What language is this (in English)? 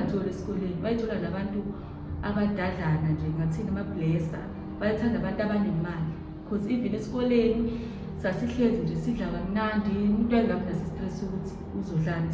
Zulu